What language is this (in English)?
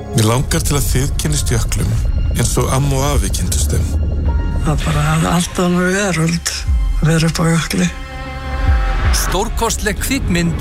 Icelandic